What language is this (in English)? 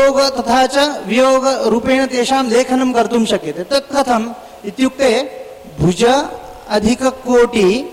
Sanskrit